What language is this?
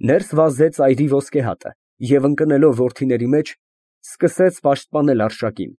Armenian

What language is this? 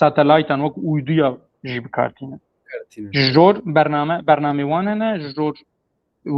Kurdish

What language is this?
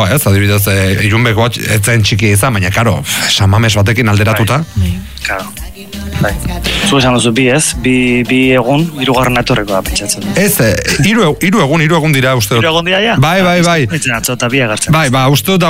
Basque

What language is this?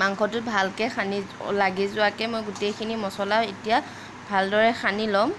Assamese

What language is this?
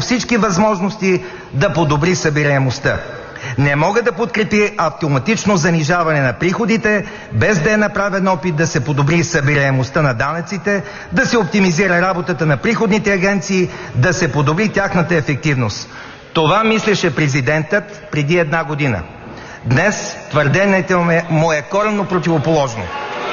Bulgarian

